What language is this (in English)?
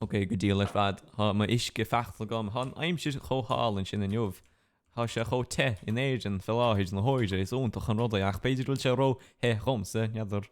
Irish